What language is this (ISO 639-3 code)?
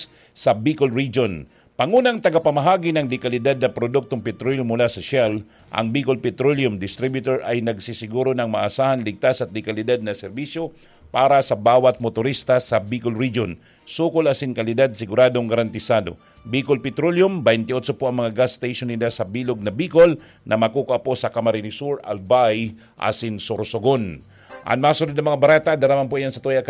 bik